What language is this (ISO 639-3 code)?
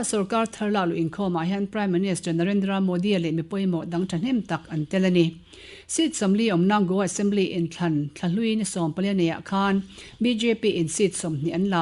lus